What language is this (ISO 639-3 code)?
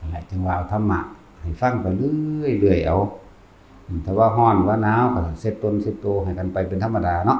tts